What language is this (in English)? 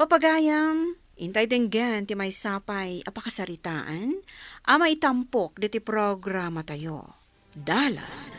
Iloko